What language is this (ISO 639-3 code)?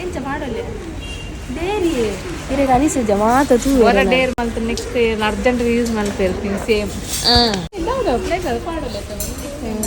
tcy